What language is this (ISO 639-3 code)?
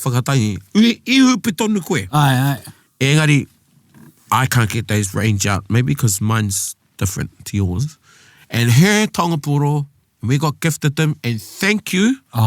mri